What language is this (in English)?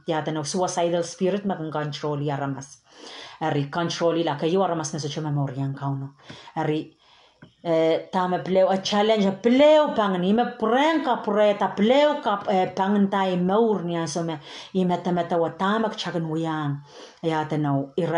Pohnpeian